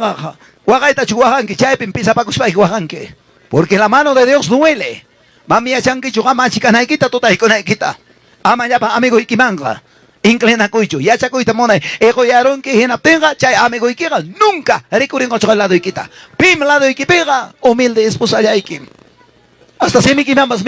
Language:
Ayacucho Quechua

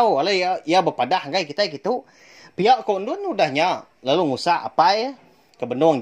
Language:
Iban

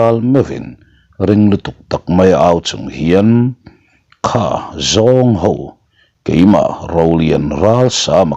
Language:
Mizo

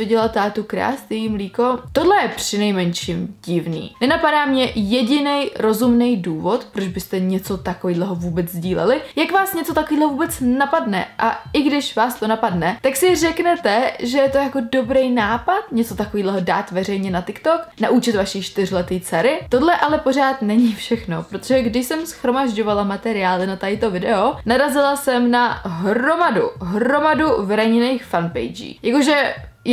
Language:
Czech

